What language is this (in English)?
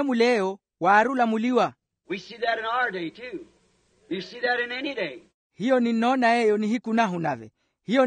Makhuwa